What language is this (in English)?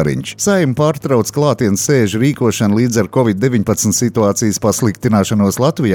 Latvian